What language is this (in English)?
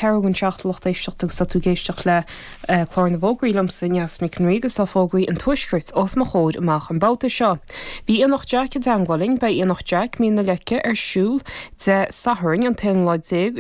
Irish